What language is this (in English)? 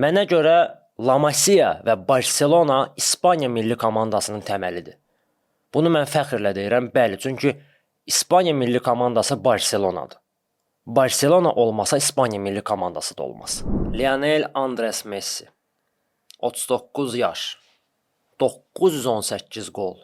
Azerbaijani